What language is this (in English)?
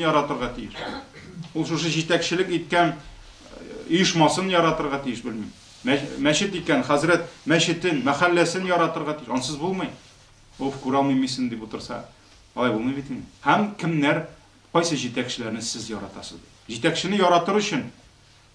Tatar